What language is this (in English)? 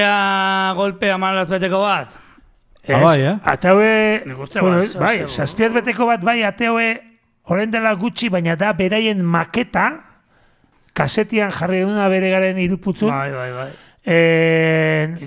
Basque